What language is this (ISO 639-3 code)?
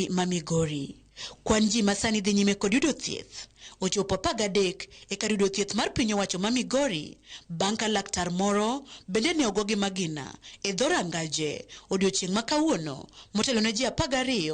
luo